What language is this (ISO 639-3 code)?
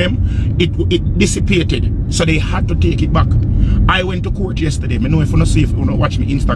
jam